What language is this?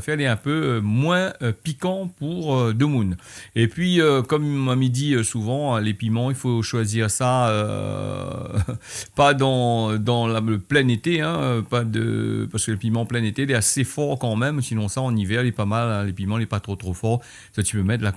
Réunion Creole French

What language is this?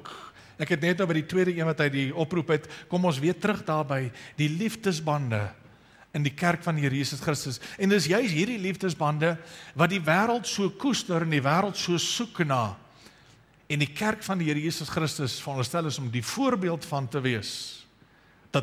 Afrikaans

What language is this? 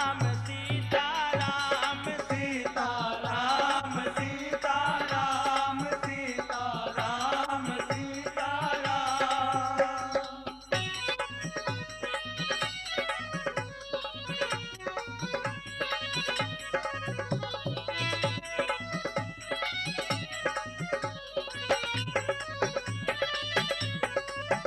Bhojpuri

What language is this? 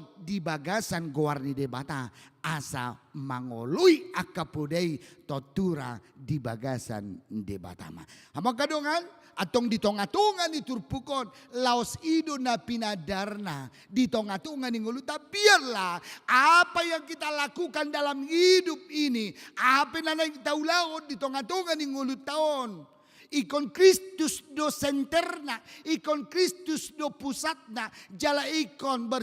Batak Toba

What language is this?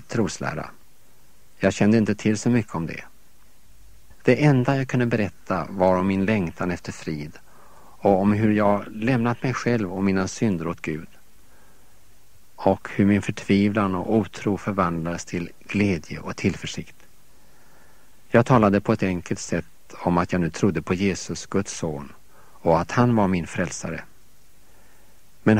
Swedish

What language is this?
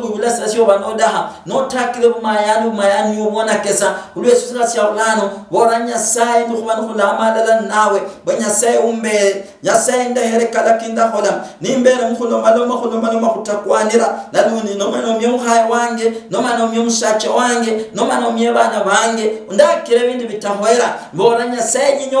Luyia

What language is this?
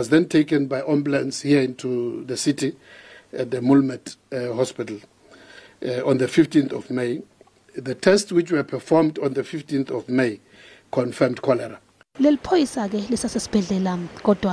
Zulu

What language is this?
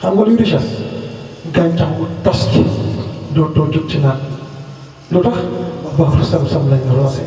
Wolof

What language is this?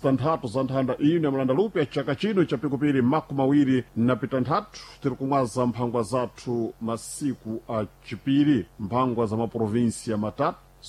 Sena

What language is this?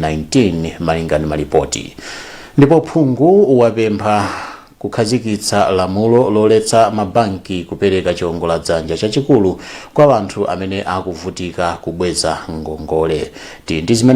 Nyanja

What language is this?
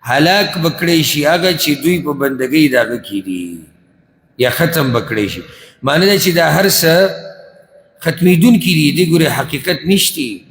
Pashto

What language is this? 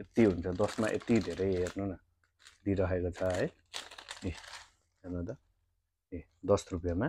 Nepali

